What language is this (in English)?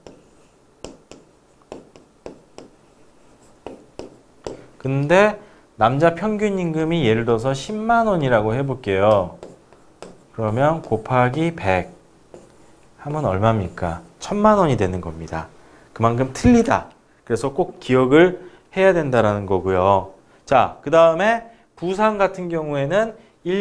Korean